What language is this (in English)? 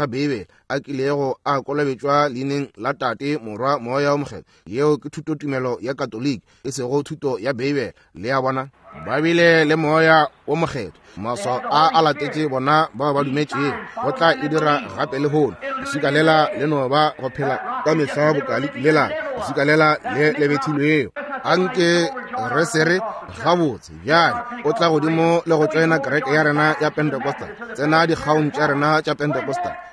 Northern Sotho